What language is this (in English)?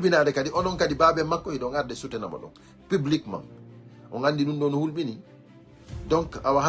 Fula